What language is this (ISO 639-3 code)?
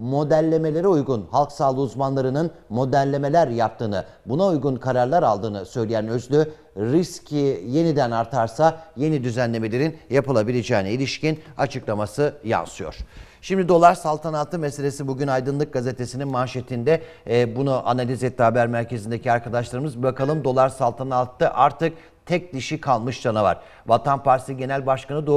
tur